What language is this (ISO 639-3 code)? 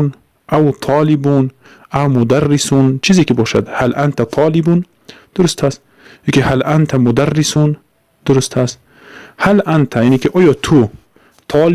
tgk